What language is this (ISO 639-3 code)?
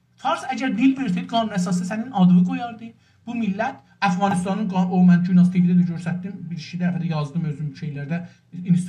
azb